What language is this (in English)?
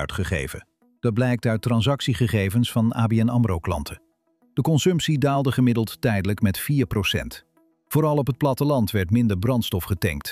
Dutch